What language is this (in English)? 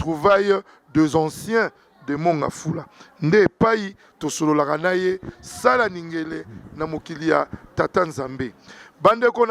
Lingala